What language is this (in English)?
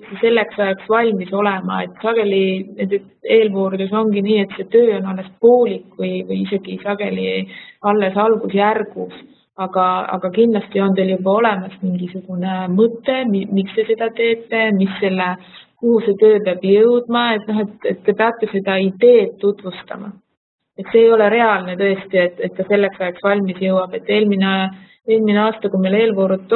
Estonian